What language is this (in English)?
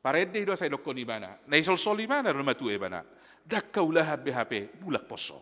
Batak Toba